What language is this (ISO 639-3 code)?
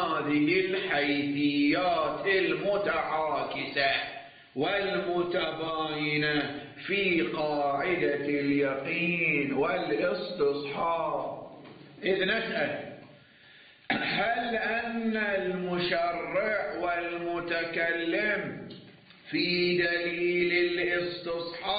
ara